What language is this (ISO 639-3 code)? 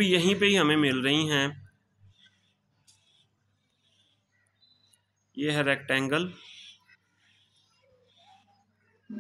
hin